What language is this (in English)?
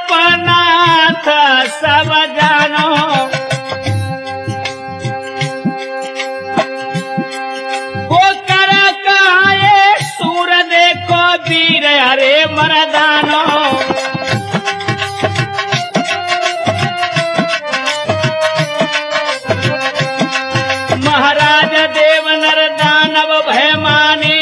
Hindi